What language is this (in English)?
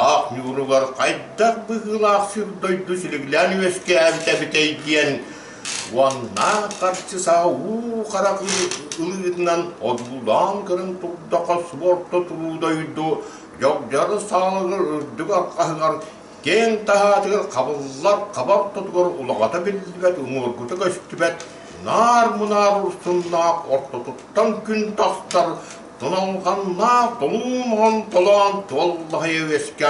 Yakut